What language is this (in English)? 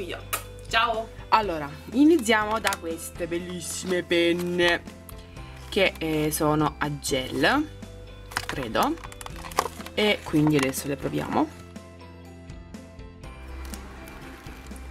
Italian